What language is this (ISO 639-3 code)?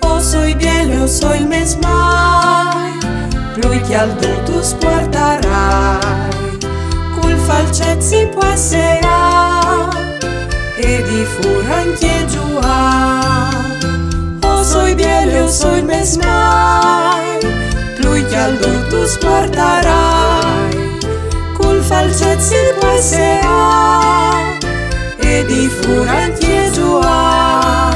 fur